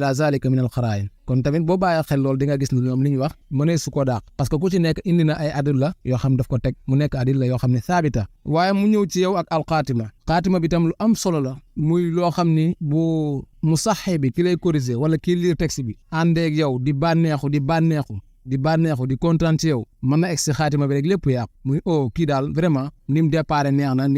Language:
Wolof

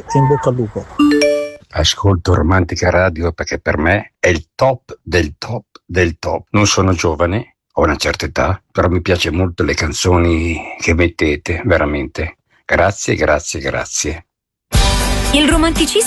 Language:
Italian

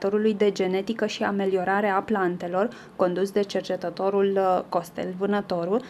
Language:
Romanian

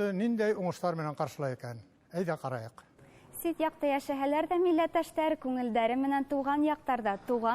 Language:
Bashkir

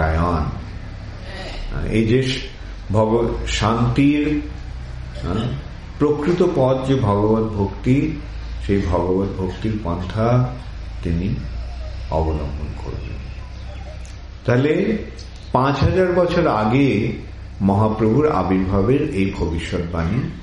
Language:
Bangla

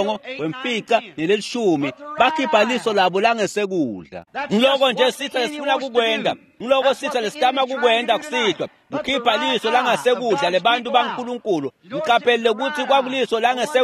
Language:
Swati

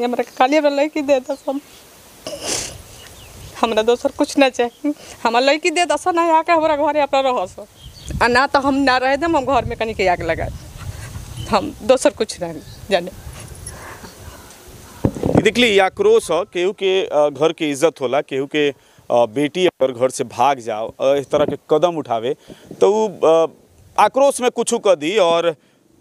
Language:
Bhojpuri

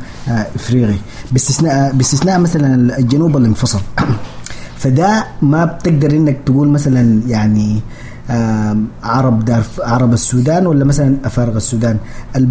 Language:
Sudanese Arabic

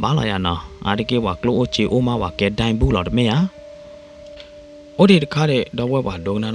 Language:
S'gaw Karen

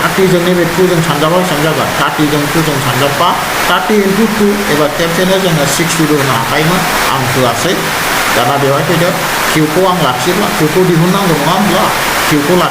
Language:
Bodo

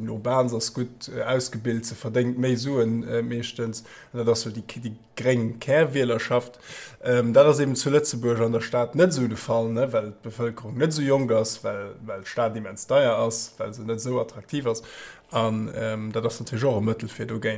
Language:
Luxembourgish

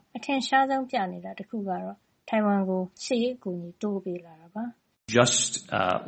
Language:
Burmese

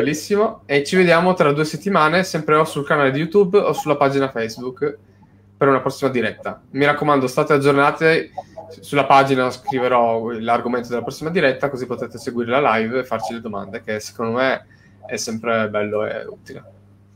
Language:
Italian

